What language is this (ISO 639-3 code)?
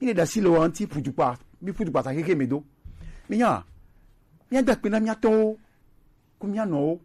gej